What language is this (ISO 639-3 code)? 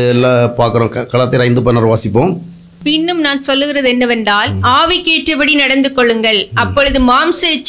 tam